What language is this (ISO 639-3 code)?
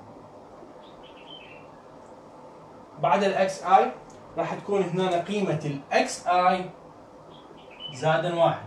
ara